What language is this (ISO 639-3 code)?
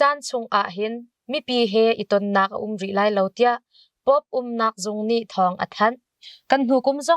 cnh